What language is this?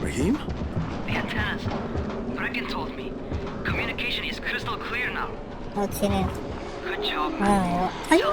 Banjar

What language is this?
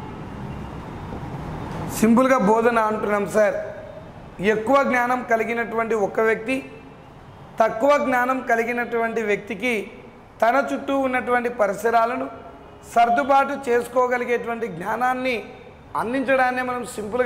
Telugu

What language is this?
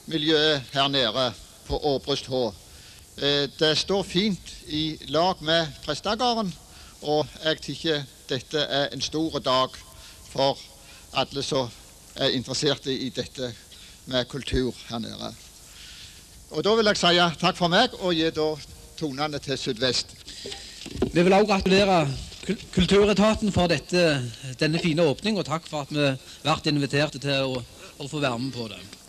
Norwegian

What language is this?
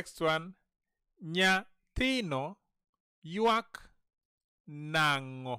Luo (Kenya and Tanzania)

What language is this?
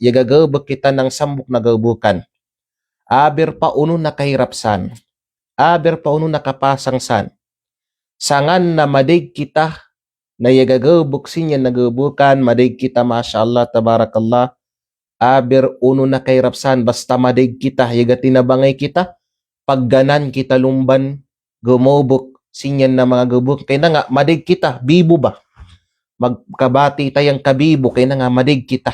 Kalagan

